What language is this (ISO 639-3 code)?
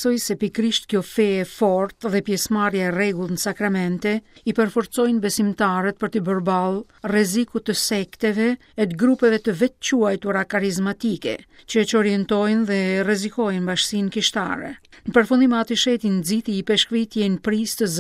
sqi